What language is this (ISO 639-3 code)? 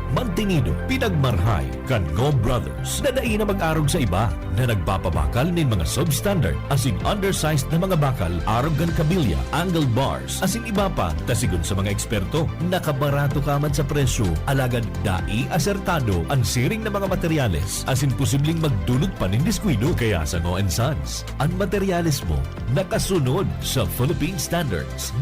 bik